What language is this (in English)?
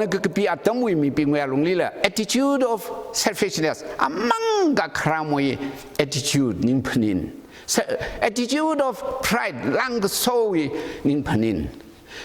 Tangkhul Naga (India)